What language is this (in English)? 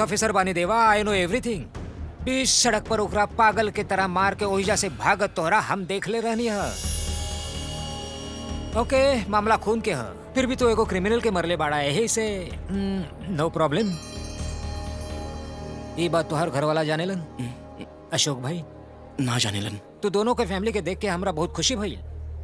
Bhojpuri